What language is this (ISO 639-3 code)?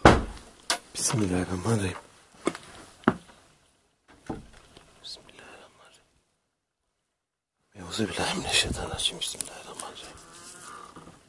tur